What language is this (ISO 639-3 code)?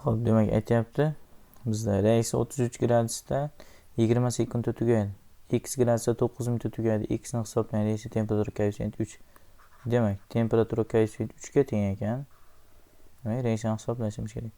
uzb